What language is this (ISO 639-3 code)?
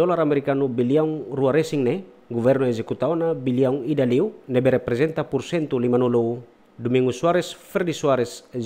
tet